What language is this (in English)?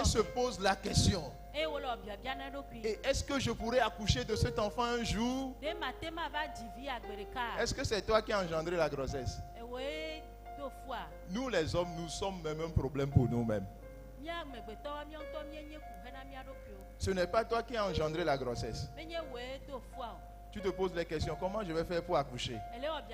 Ewe